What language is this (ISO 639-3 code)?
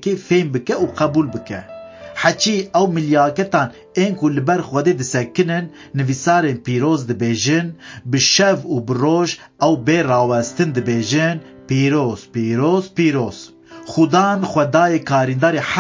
kur